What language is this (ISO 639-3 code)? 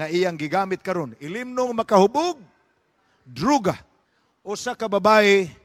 ceb